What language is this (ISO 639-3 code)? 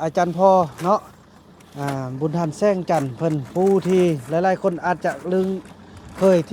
lao